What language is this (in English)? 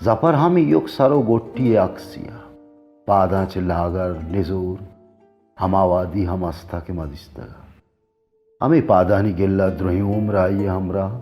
Baluchi